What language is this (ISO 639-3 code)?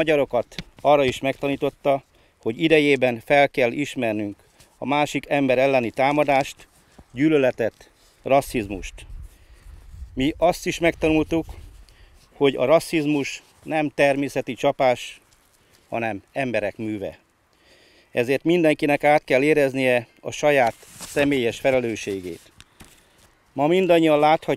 hun